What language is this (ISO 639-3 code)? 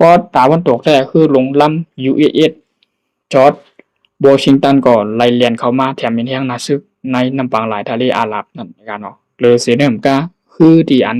shn